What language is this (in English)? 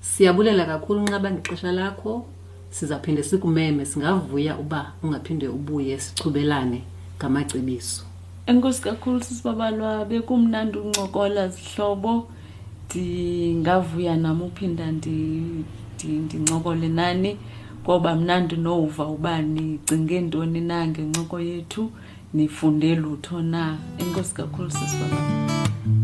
Xhosa